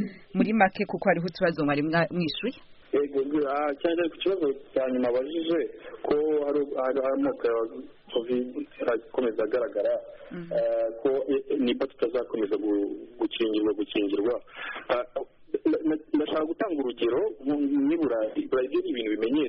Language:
Kinyarwanda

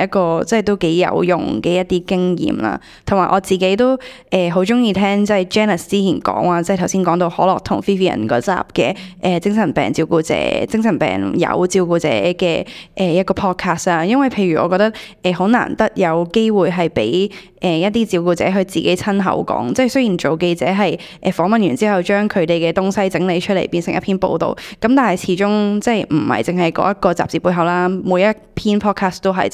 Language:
Cantonese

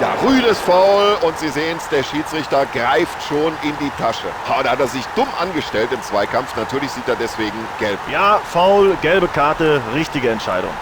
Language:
Bavarian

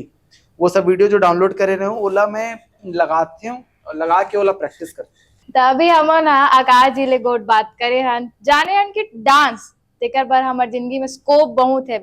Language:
Chhattisgarhi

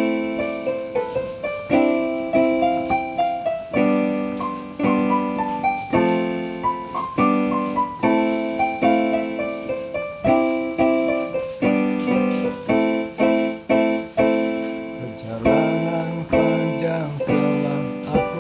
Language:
Indonesian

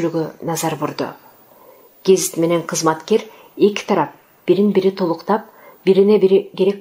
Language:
Kyrgyz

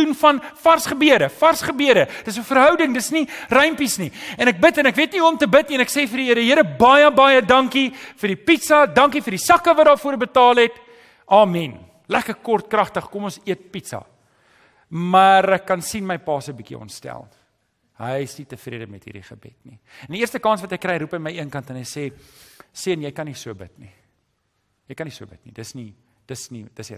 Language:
Afrikaans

